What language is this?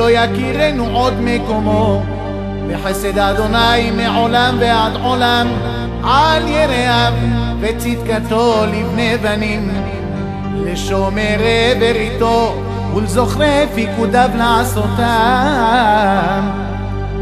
Hebrew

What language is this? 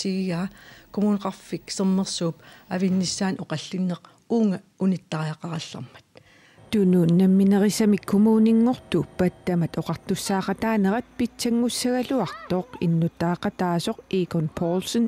Kalaallisut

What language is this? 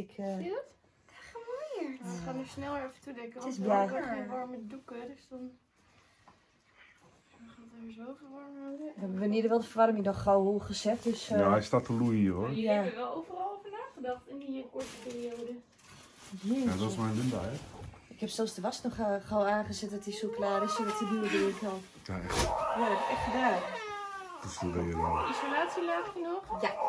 Dutch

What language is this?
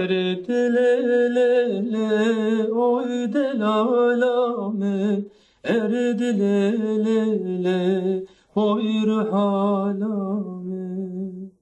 Kurdish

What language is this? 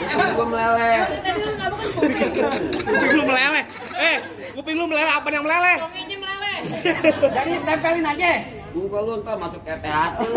Betawi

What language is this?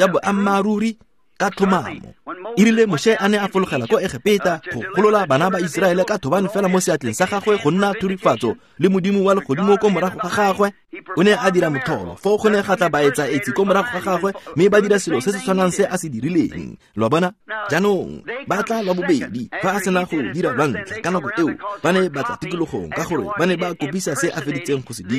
Tswana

